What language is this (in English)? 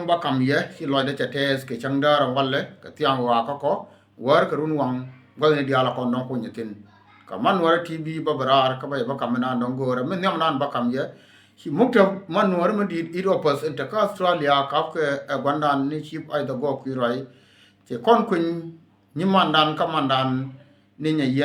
Nuer